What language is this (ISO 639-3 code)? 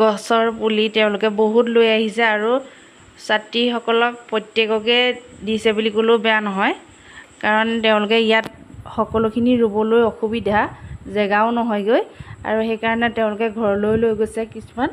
asm